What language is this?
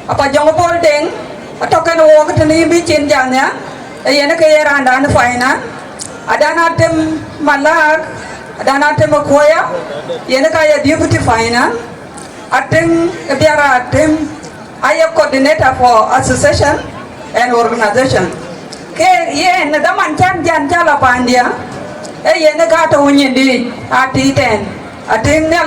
Dinka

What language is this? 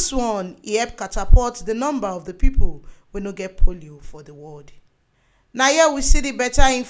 Nigerian Pidgin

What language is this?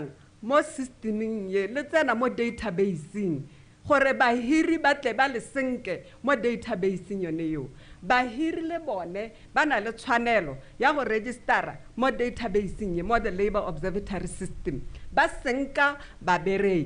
Tswana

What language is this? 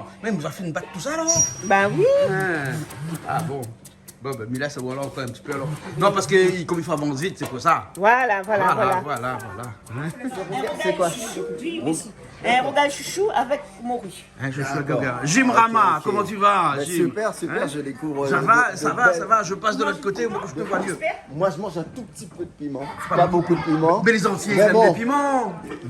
Réunion Creole French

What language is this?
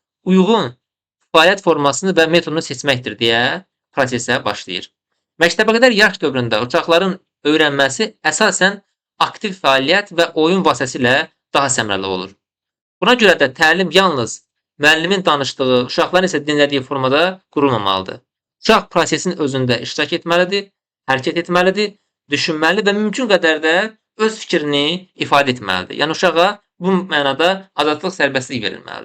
Azerbaijani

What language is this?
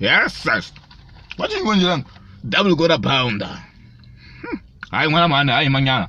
Tsonga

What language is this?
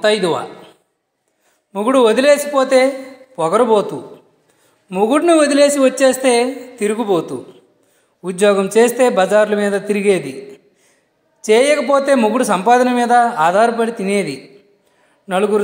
Telugu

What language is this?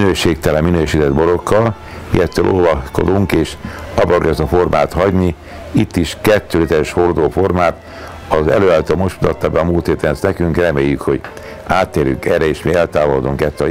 Hungarian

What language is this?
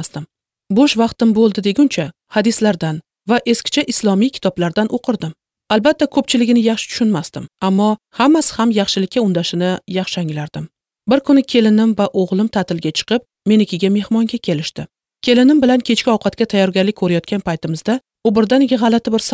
Uzbek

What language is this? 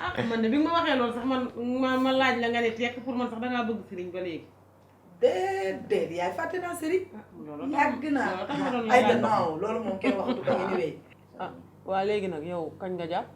Wolof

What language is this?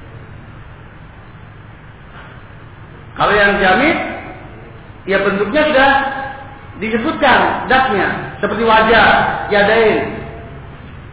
Indonesian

